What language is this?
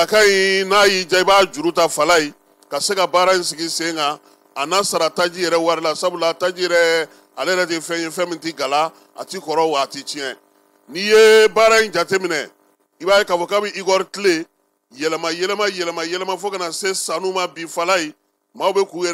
Bambara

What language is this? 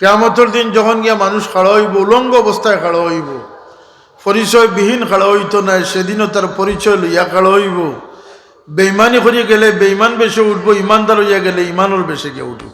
Sylheti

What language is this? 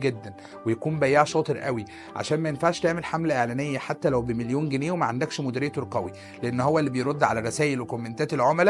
Egyptian Arabic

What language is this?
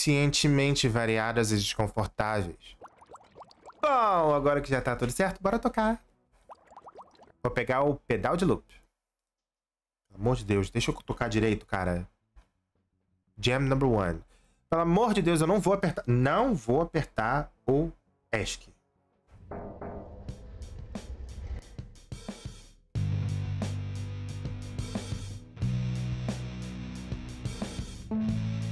Portuguese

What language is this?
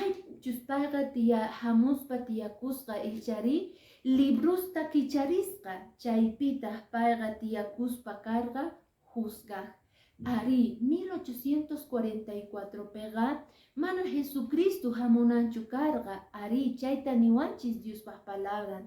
Quechua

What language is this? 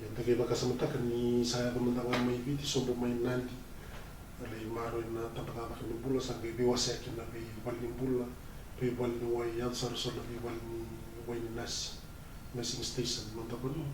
Fijian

